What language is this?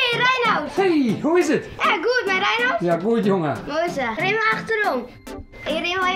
Western Frisian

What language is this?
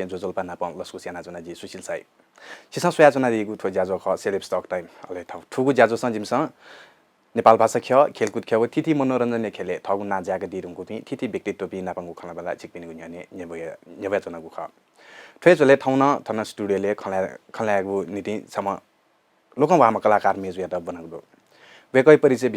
Newari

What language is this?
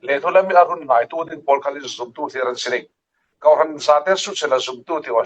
Falam Chin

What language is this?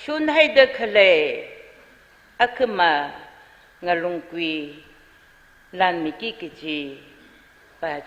Tangkhul Naga (India)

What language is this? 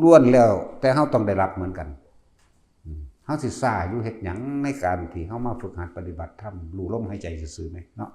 Northeastern Thai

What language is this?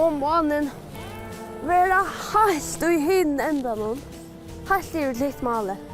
Faroese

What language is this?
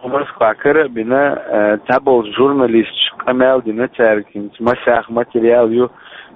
Chechen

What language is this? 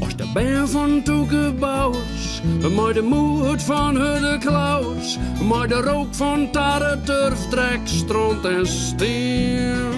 Western Frisian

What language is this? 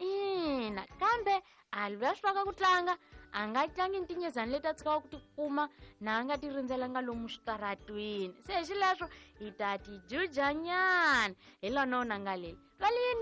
Tsonga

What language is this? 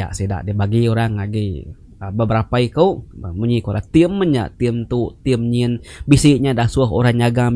Iban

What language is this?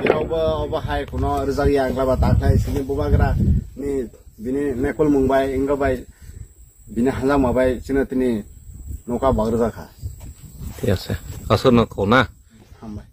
Riang (India)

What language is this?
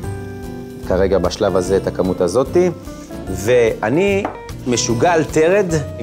Hebrew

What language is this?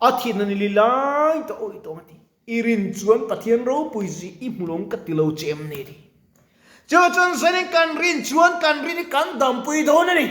Mizo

